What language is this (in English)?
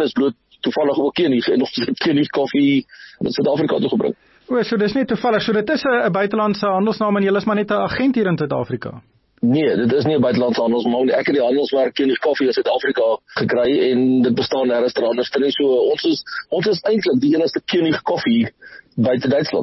Afrikaans